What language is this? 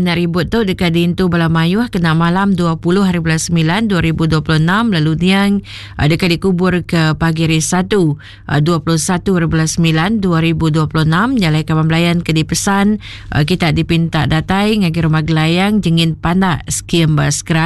Iban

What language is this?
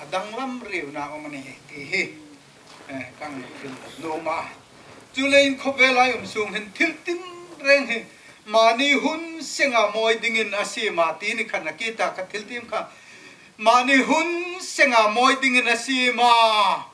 Hmar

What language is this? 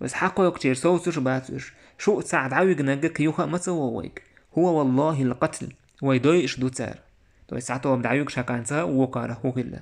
Chechen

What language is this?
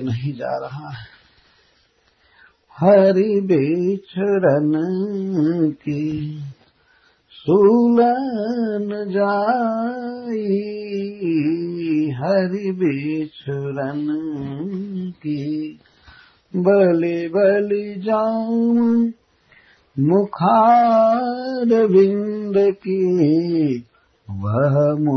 Hindi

